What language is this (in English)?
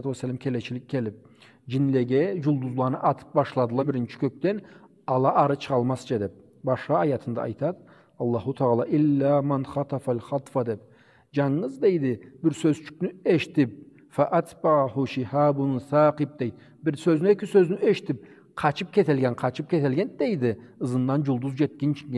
Karachay-Balkar